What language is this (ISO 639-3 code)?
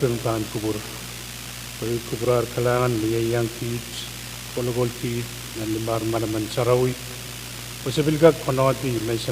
pon